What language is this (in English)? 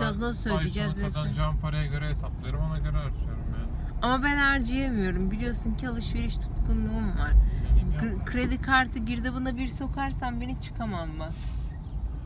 Turkish